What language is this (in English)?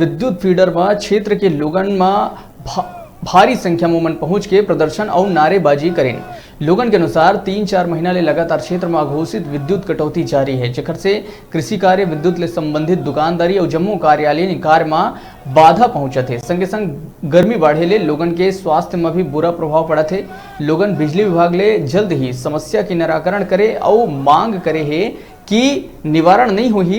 Chhattisgarhi